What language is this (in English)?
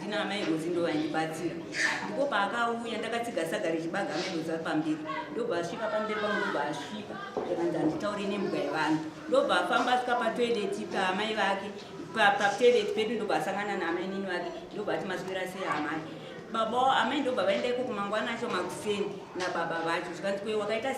Shona